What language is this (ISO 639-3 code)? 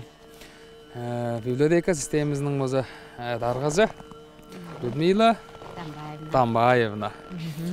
tyv